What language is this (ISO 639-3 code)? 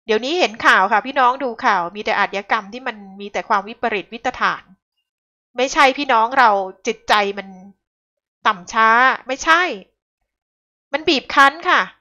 tha